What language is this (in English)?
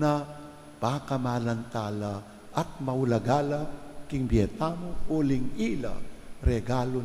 Pampanga